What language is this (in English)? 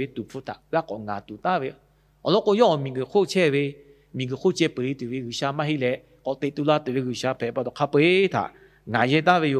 Lahu